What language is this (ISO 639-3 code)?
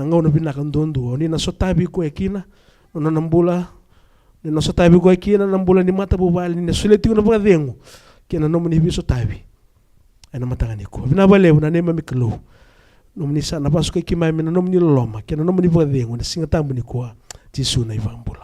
fij